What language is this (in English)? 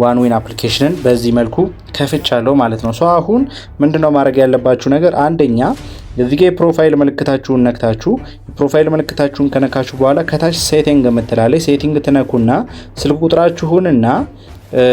Amharic